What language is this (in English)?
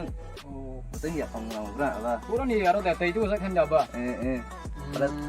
Kok Borok